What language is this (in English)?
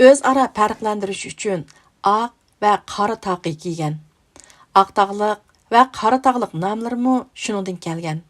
Uyghur